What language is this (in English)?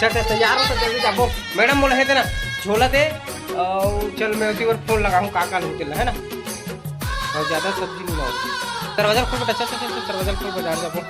Chhattisgarhi